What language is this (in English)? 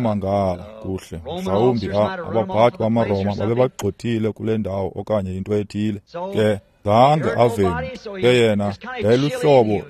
Xhosa